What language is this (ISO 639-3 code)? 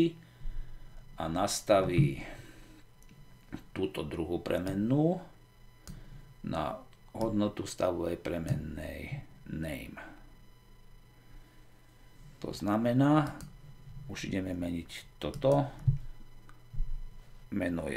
slk